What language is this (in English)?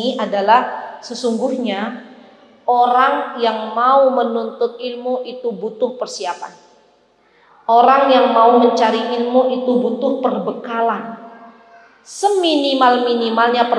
Indonesian